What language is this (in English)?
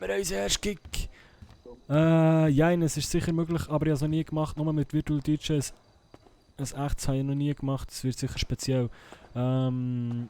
Swiss German